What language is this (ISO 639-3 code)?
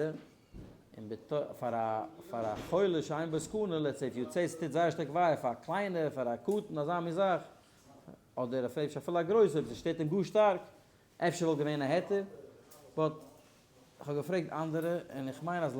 yid